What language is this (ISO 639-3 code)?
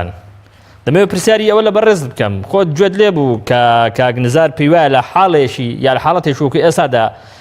ckb